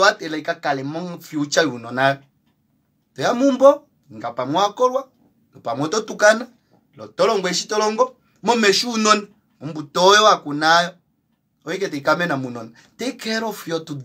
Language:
Kuanyama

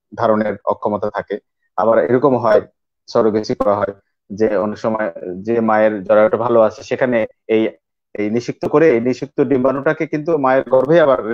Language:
Bangla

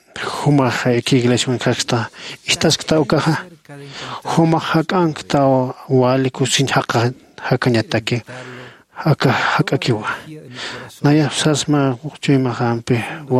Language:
Aymara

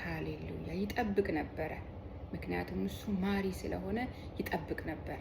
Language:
Amharic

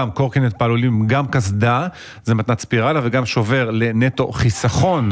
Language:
Hebrew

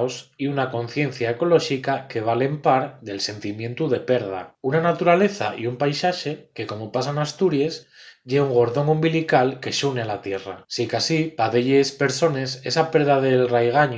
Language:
Asturian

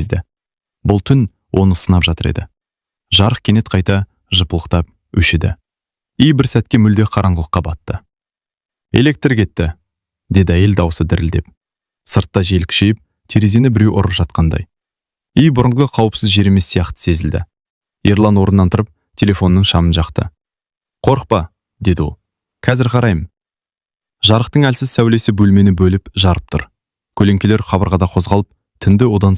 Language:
Kazakh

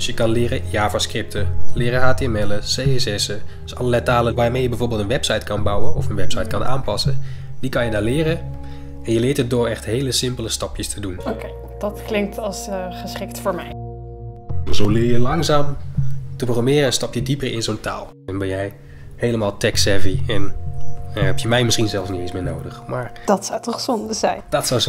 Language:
Dutch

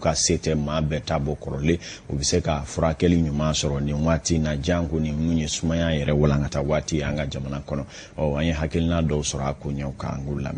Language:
Bambara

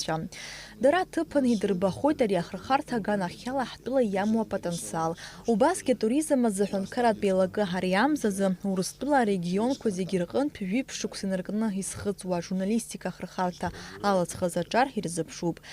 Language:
Abkhazian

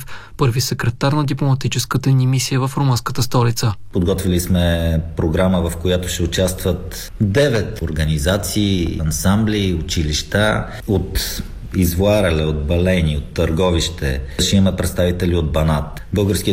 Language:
Bulgarian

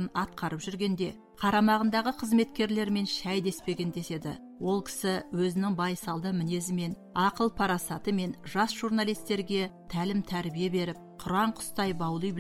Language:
Kazakh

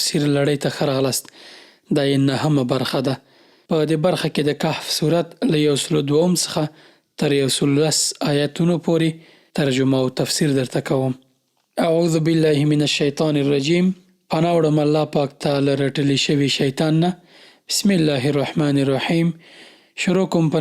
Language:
Pashto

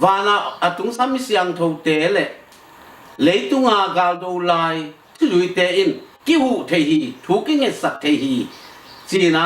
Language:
Tedim Chin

